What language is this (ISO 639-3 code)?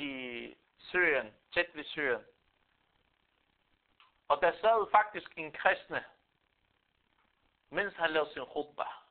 dan